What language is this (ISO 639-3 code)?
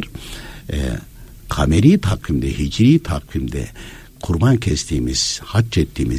tur